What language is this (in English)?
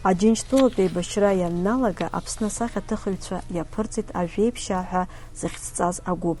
Abkhazian